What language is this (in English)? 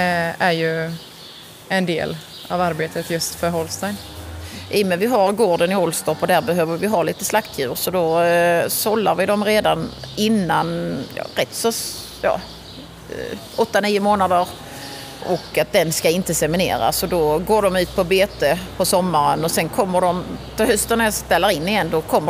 Swedish